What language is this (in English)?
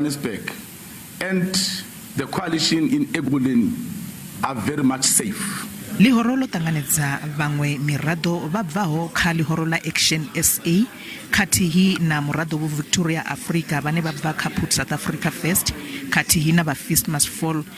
Venda